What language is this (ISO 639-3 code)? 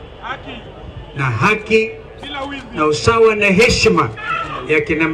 swa